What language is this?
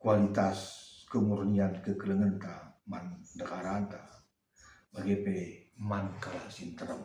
Batak Karo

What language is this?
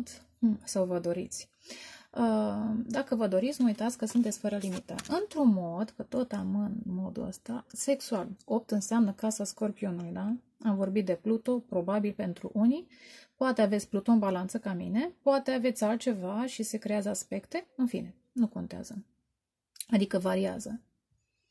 Romanian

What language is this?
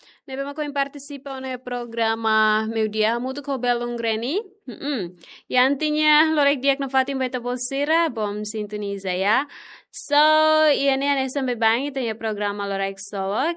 Tetum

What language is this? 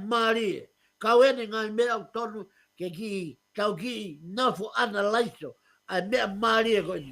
Tongan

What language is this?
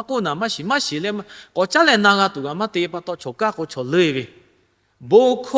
Lahu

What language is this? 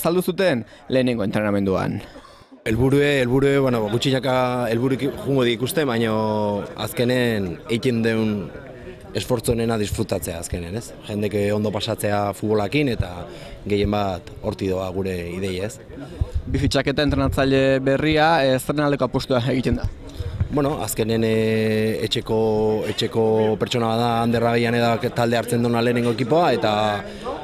Basque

